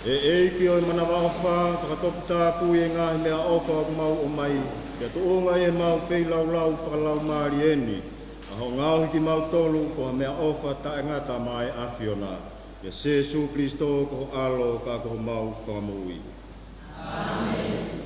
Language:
Tongan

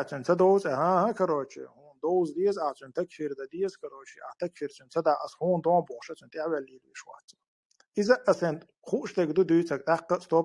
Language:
Chechen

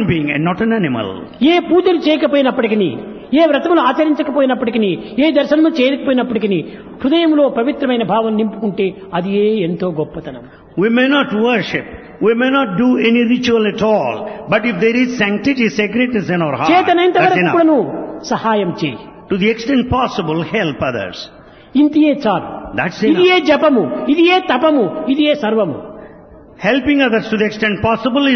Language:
Telugu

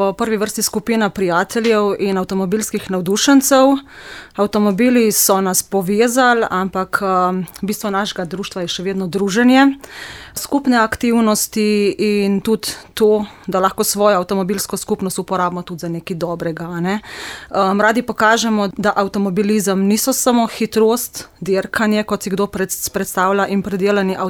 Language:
Slovenian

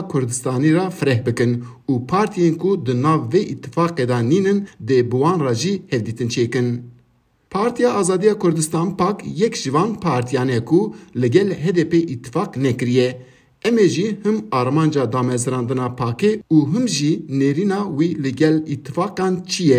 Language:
Kurdish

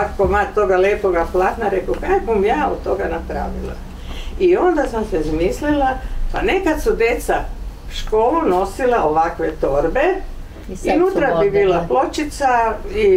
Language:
Croatian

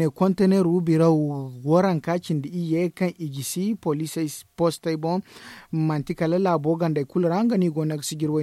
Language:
Zarma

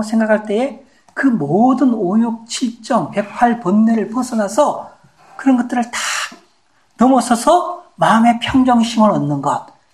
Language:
Korean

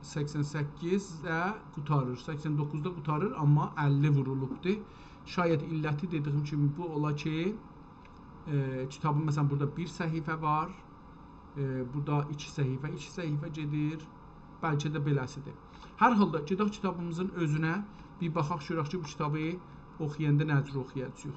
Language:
South Azerbaijani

